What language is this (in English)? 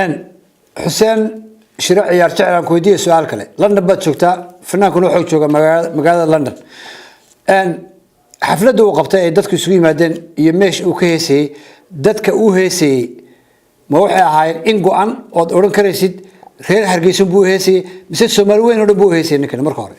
Somali